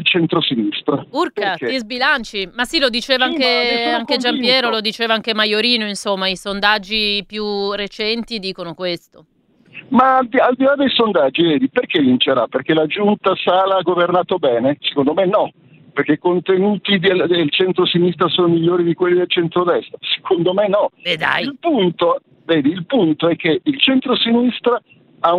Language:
Italian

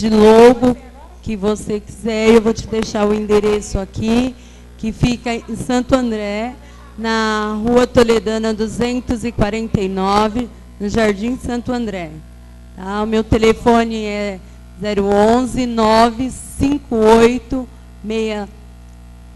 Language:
Portuguese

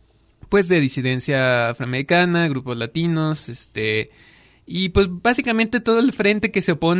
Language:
Spanish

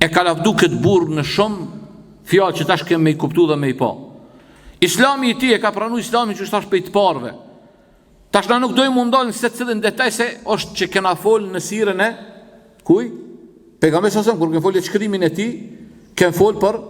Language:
Albanian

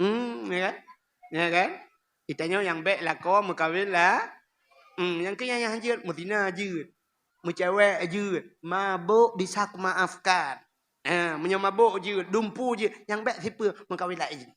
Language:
Achinese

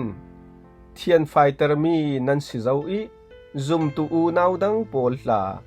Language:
Falam Chin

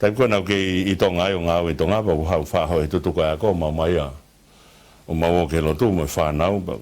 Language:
Tongan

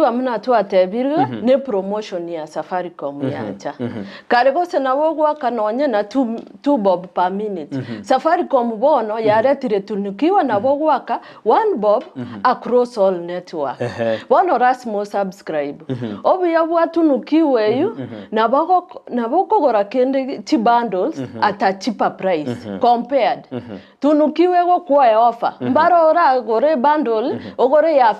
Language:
Gusii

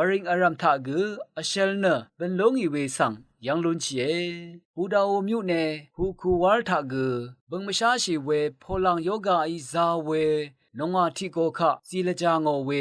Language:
Rawang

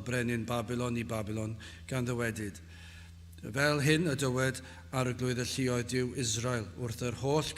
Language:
Welsh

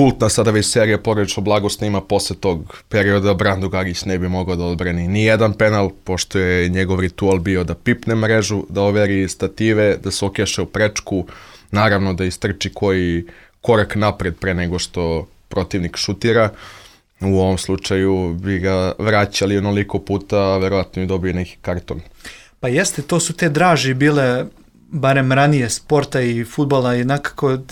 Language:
Serbian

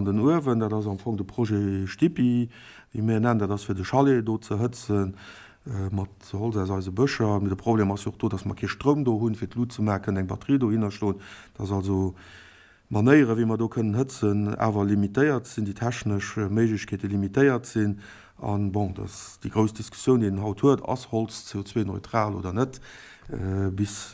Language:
Luxembourgish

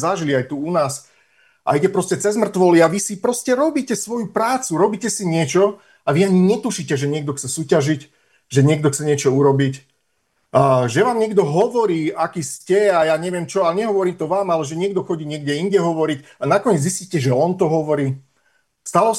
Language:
Slovak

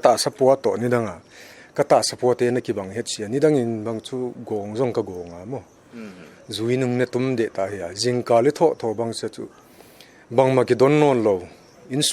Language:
Paite Chin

